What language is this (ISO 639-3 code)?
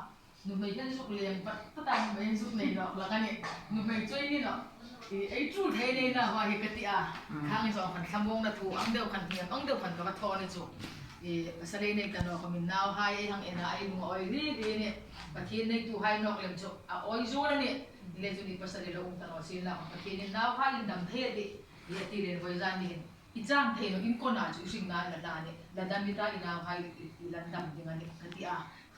hmr